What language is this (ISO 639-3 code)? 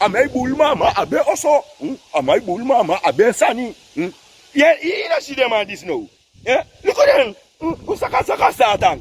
srn